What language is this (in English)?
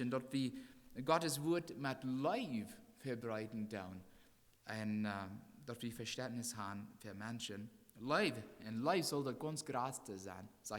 Plautdietsch